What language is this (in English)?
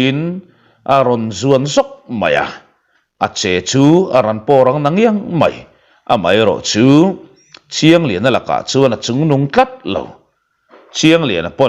Mizo